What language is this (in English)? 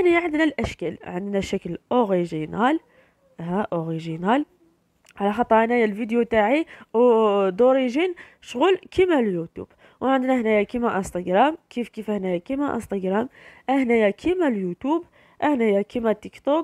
Algerian Arabic